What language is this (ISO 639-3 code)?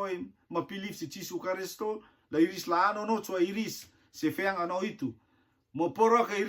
rtm